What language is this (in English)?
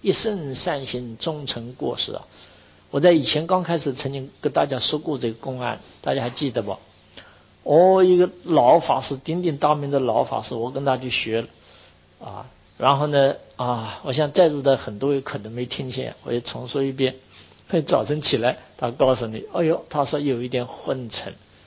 Chinese